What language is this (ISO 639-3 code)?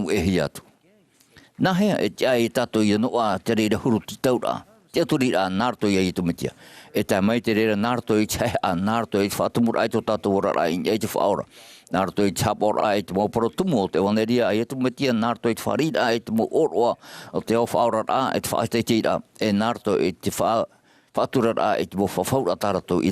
tah